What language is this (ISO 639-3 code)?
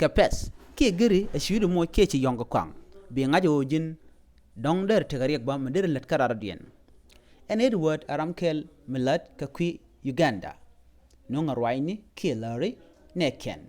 nus